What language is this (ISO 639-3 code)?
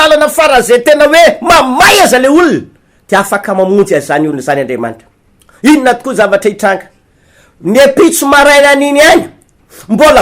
mlg